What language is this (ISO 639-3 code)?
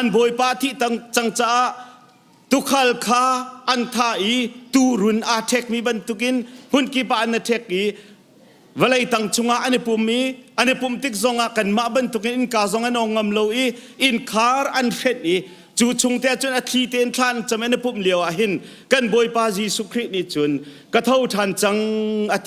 cnh